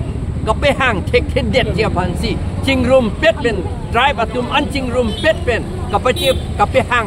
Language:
Karbi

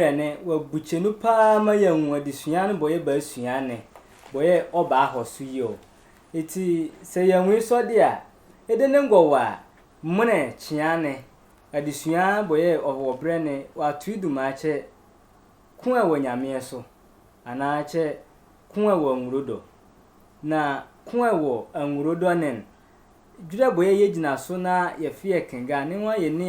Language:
Sehwi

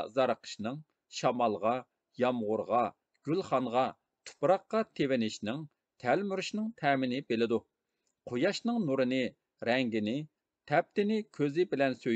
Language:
Uyghur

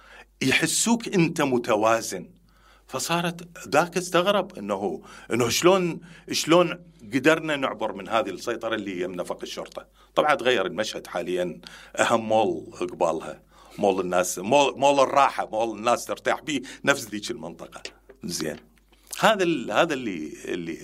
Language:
Mesopotamian Arabic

